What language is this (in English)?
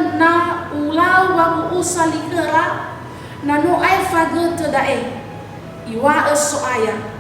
Nias